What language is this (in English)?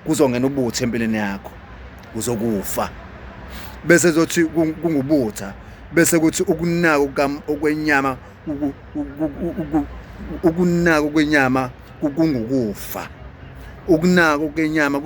Zulu